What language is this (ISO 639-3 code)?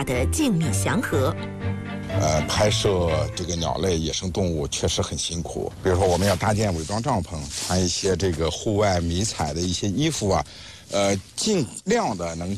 zho